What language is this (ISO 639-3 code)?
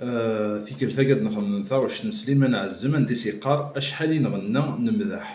kab